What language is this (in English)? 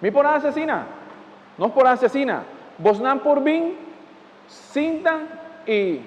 Papiamento